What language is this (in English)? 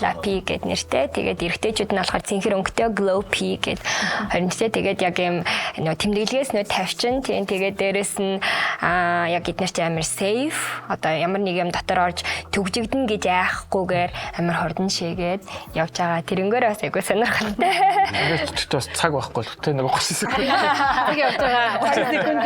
Mongolian